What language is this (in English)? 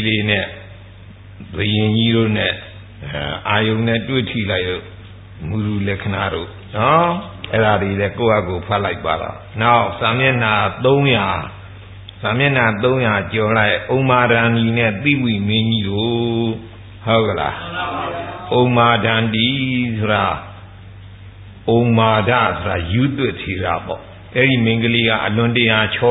Burmese